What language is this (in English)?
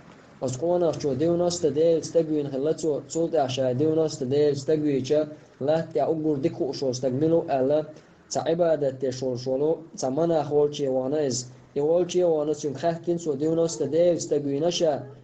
Chechen